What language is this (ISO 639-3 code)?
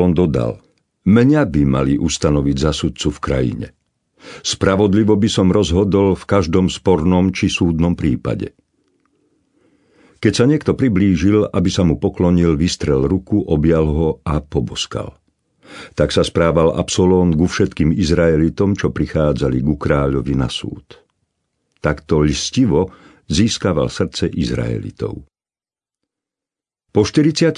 slk